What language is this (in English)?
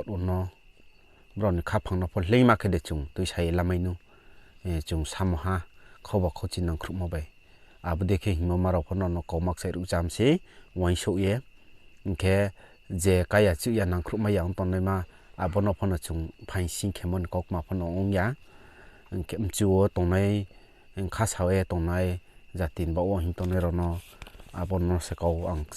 Riang (India)